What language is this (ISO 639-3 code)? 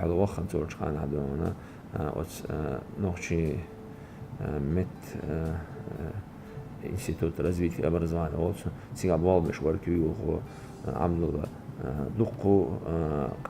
che